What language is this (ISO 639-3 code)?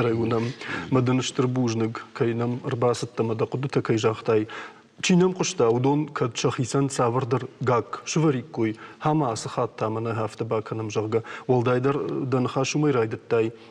oss